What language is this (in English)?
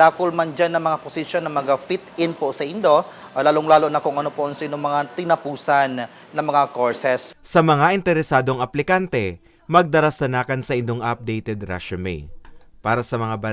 Bikol